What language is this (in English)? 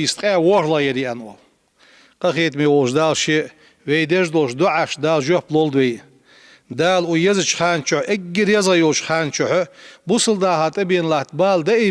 Ingush